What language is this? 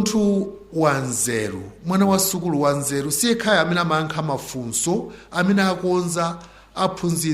Nyanja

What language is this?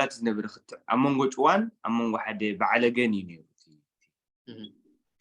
Tigrinya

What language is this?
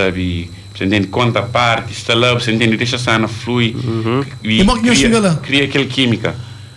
Kabuverdianu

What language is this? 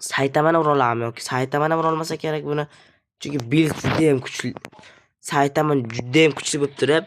Uzbek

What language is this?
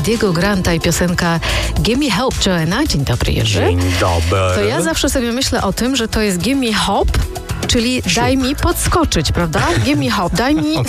Polish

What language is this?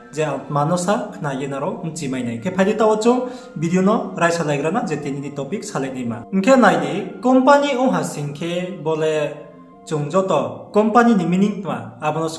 Riang (India)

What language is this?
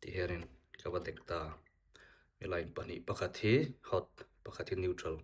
Mizo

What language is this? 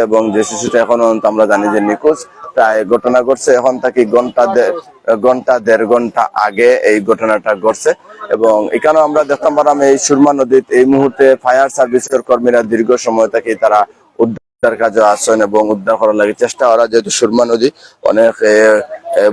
Sylheti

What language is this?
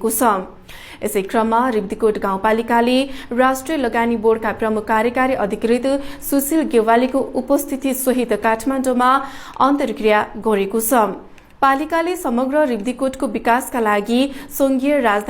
Nepali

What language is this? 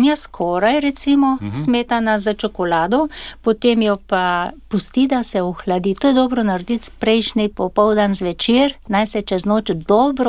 Slovenian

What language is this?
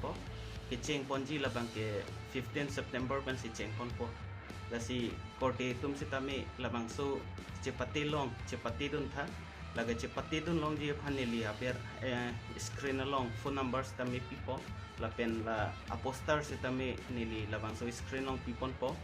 Karbi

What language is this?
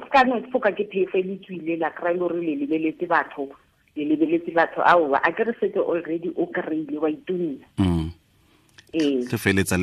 Tswana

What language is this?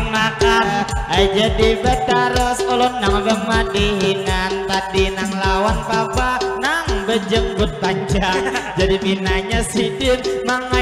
Banjar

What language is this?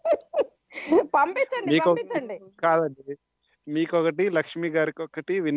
Telugu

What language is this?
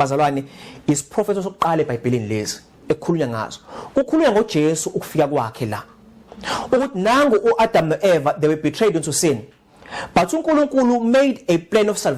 Zulu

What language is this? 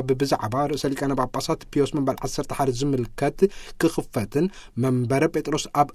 Tigrinya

